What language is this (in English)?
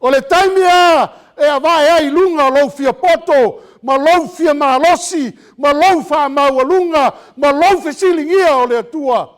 Samoan